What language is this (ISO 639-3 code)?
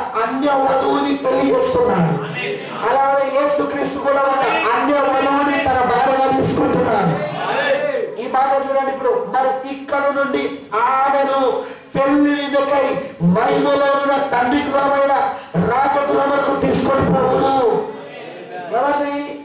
tel